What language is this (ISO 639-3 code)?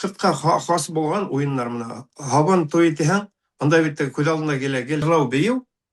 bak